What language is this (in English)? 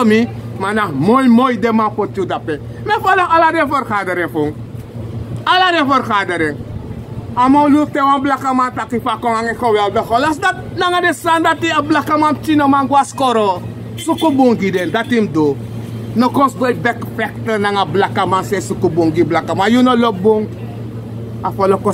Sranan Tongo